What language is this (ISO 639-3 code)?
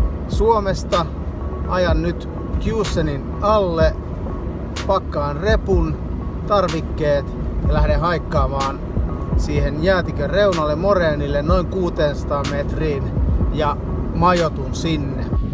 fin